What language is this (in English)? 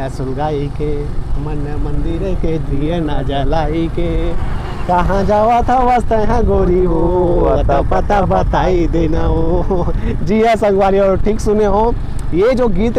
Chhattisgarhi